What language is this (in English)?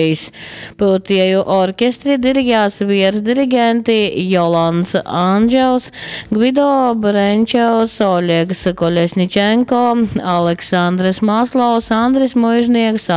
Latgalian